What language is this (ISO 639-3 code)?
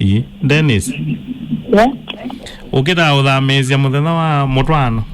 kam